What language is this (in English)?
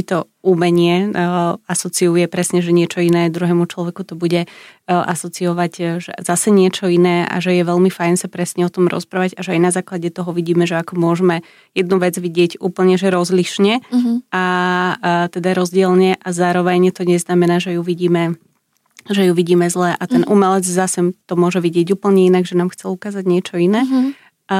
Slovak